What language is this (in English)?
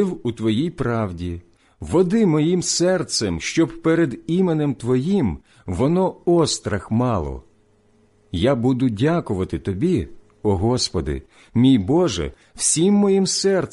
Ukrainian